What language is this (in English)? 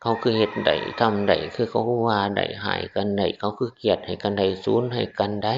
Northeastern Thai